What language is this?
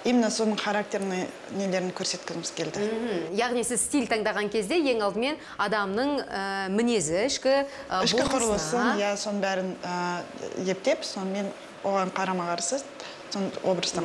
Kazakh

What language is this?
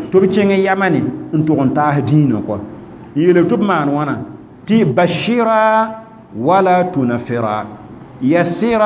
Mossi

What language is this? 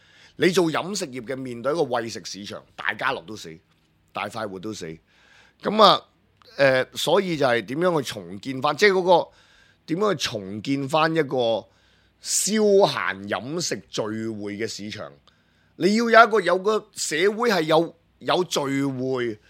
Cantonese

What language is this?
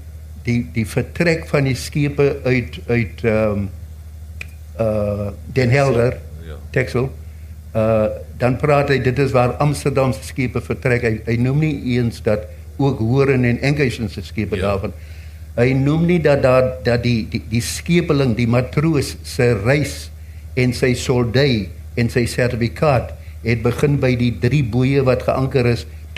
Afrikaans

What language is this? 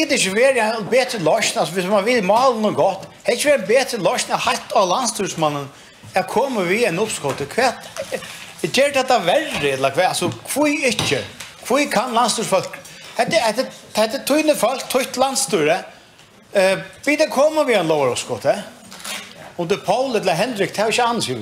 Faroese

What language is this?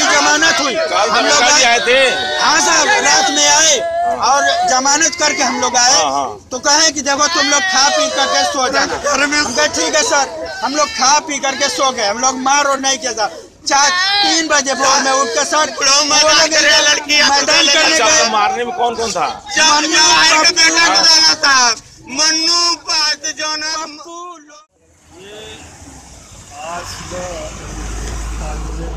Hindi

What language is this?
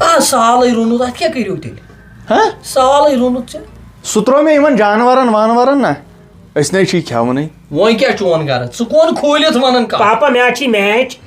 Kashmiri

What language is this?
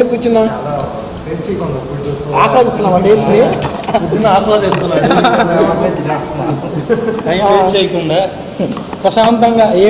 Telugu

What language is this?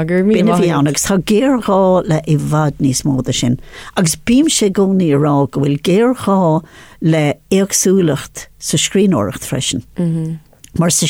Irish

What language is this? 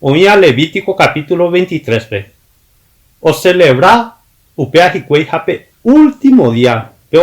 Guarani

